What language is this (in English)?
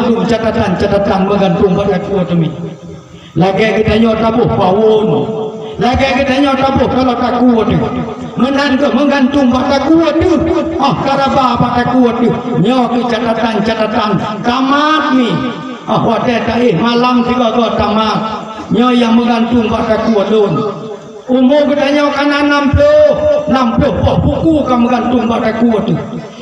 Achinese